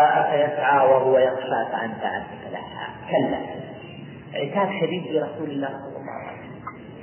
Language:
Arabic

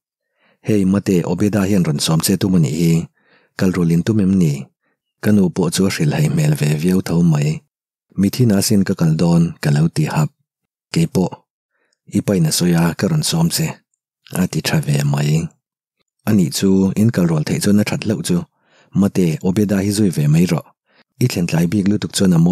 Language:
Mizo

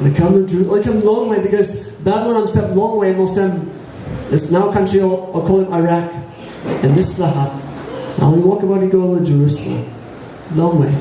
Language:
Tok Pisin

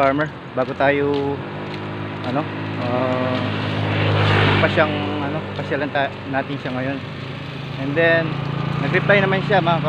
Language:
Filipino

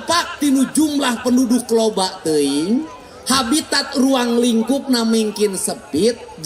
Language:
Sundanese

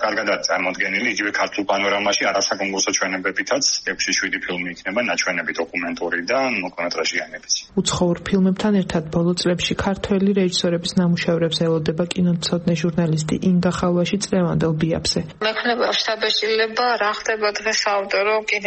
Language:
Georgian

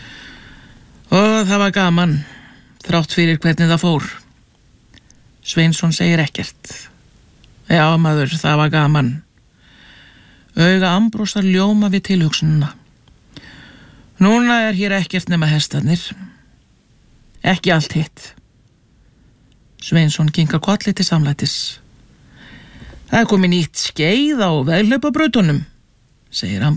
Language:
Icelandic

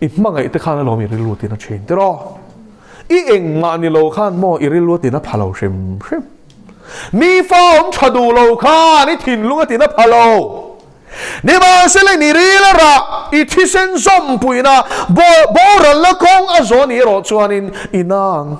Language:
Mizo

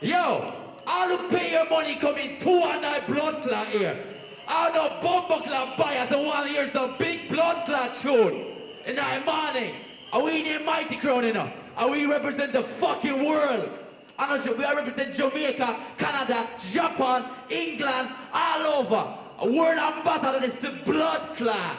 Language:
Jamaican Creole English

